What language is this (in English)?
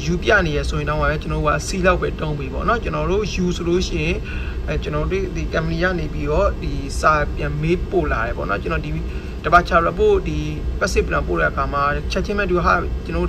Burmese